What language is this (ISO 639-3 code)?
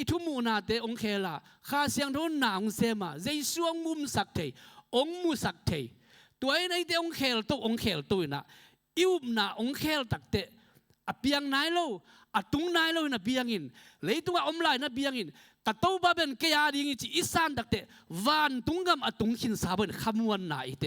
ctd